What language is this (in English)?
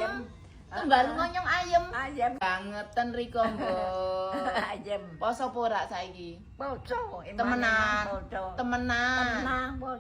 Javanese